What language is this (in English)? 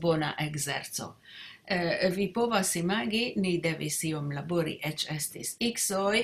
Esperanto